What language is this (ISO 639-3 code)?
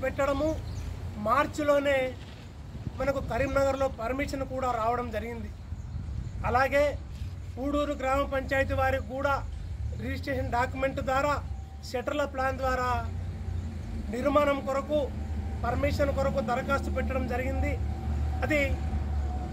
tel